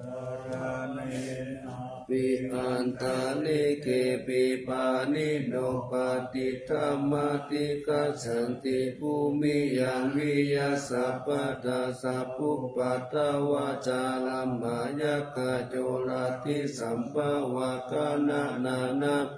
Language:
Pali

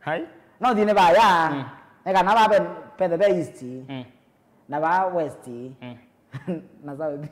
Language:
Kamba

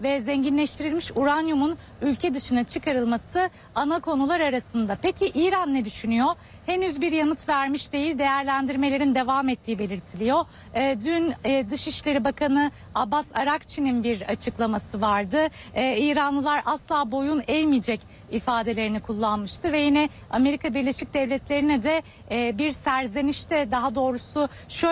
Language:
Turkish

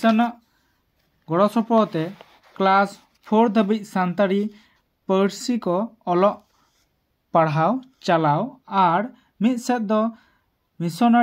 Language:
Santali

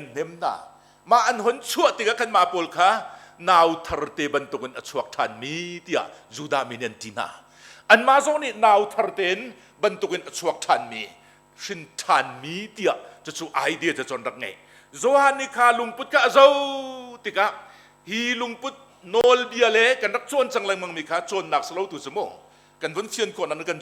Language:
Hakha Chin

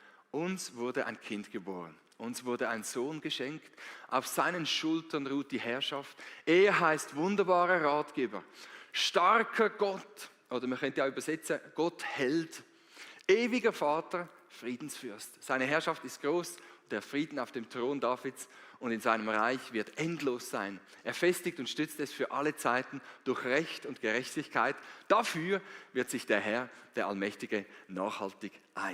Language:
Swiss German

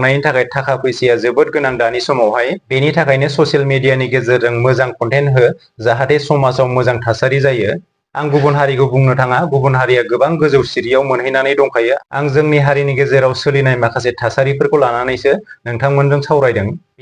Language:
Bodo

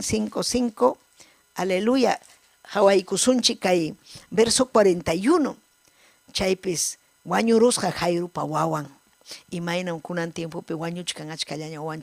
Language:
Ayacucho Quechua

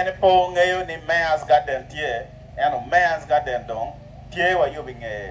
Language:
Acoli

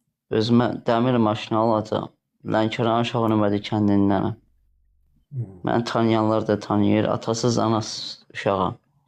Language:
Azerbaijani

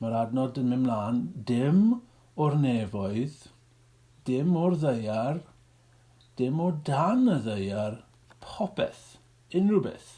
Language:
Welsh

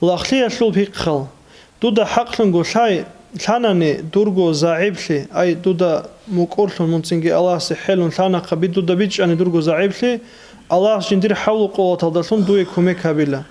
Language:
Avaric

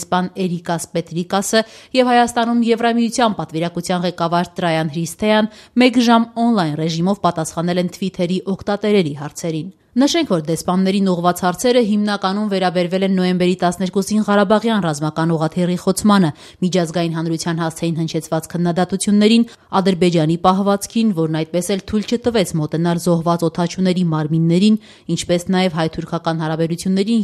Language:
Armenian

